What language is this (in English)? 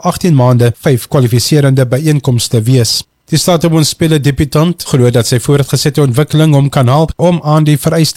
Afrikaans